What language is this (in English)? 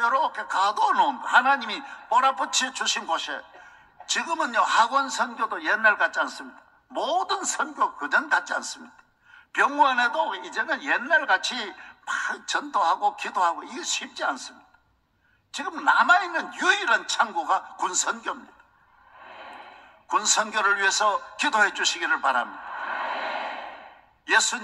Korean